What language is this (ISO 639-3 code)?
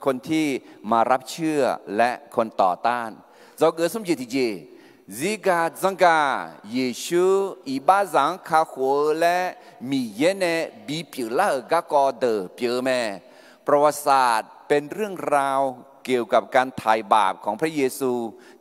ahk